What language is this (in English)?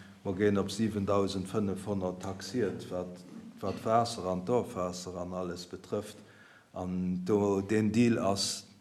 Luxembourgish